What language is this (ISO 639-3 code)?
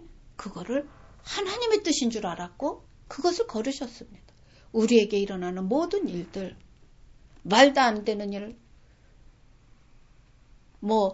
kor